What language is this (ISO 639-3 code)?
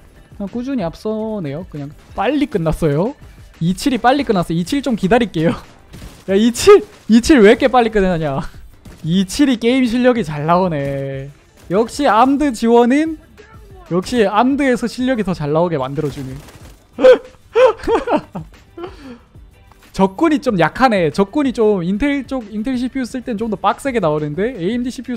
kor